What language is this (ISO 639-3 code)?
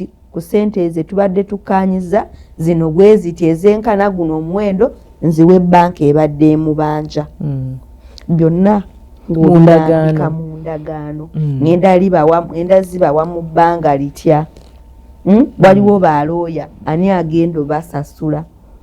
lug